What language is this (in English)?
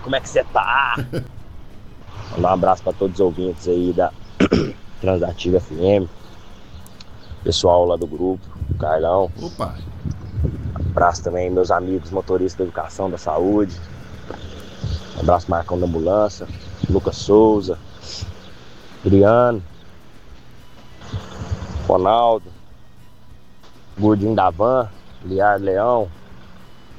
Portuguese